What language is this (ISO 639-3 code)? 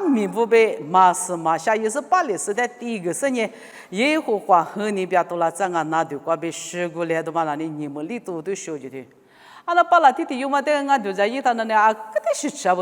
lis